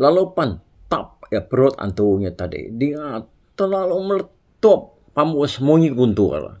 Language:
Iban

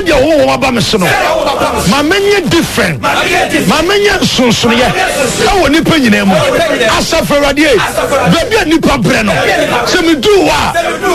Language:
Akan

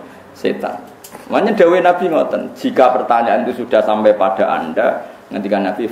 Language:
Javanese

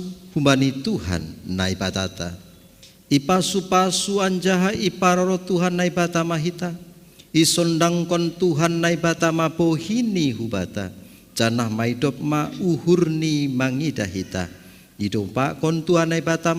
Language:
Batak Simalungun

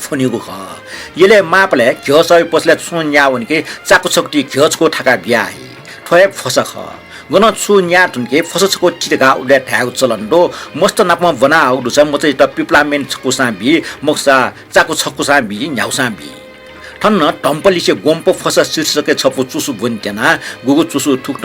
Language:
Newari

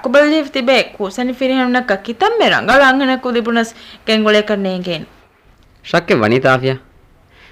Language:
Divehi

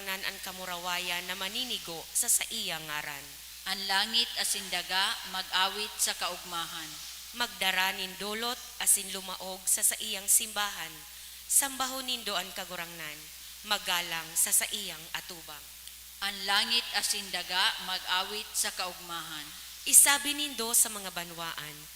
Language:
Bikol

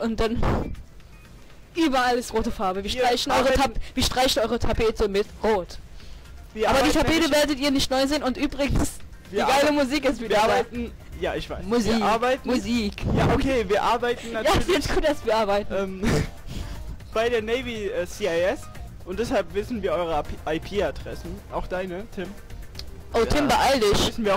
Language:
German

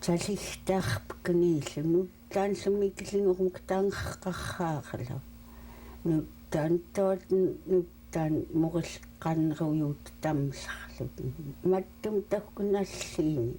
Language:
Central Yupik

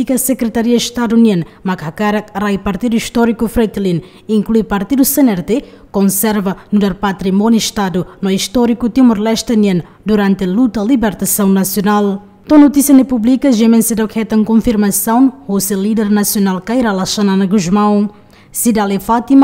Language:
Tetum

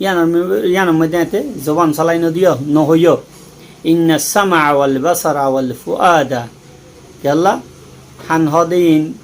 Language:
Rohingya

